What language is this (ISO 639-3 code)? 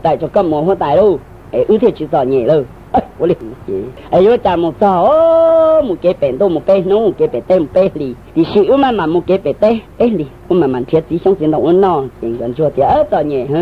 hmn